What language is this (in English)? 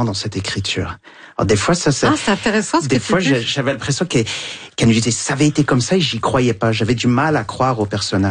French